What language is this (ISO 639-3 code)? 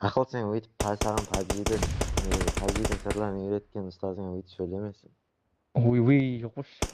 kaa